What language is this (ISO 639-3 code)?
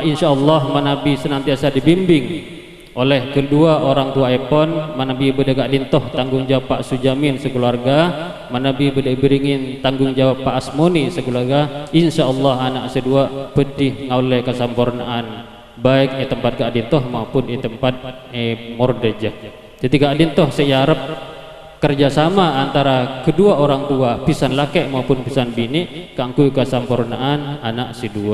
mad